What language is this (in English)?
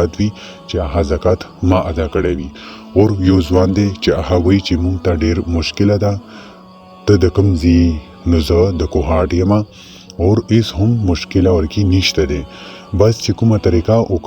Pashto